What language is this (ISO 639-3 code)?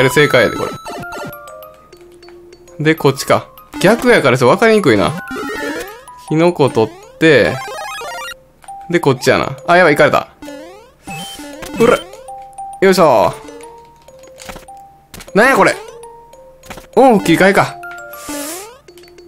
jpn